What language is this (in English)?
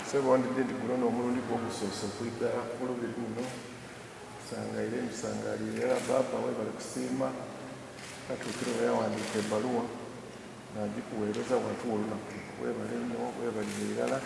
Soga